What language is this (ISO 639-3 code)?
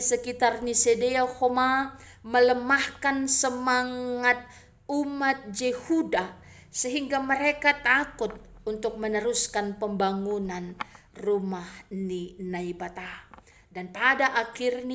bts